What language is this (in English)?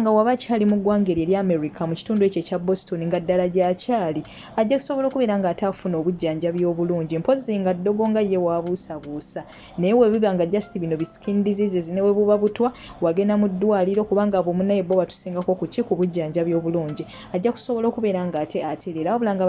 Ganda